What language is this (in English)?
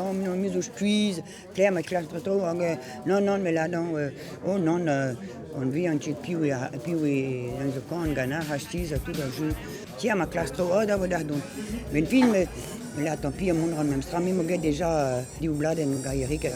Breton